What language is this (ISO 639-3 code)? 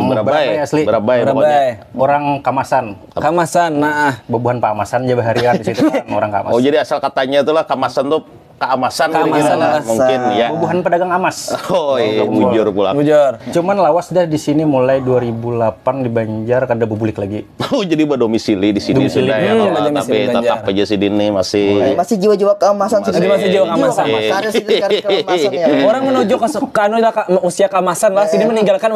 bjn